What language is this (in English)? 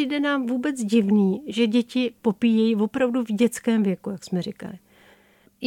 Czech